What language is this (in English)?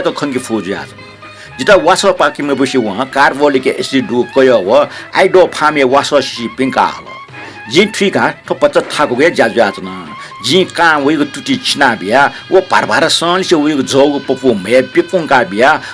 Newari